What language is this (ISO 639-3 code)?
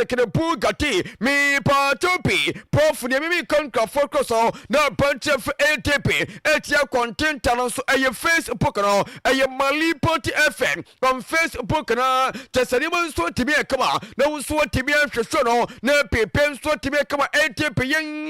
aka